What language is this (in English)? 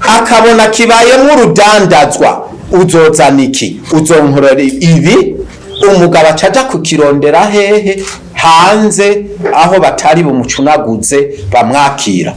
Rundi